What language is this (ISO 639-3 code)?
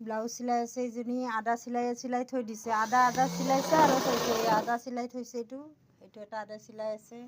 asm